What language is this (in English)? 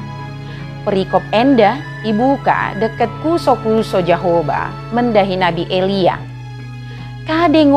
Batak Dairi